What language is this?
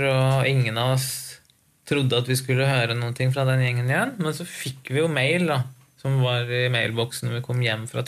Norwegian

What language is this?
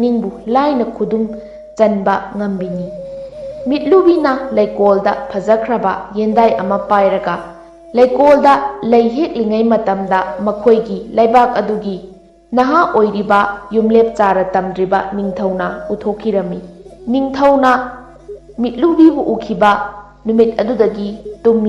Manipuri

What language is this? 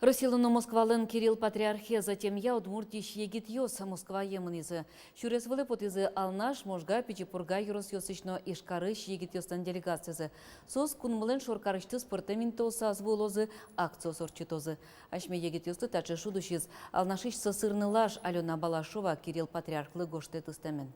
Udmurt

